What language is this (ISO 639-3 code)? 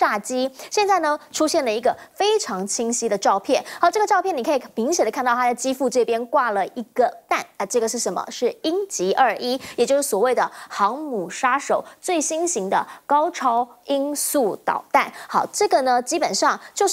zho